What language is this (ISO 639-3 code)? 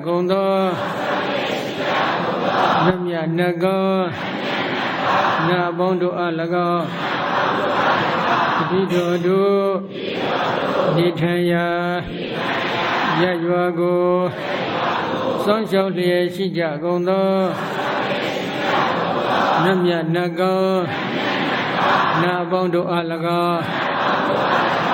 mya